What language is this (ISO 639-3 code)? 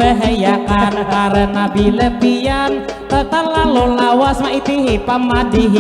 bjn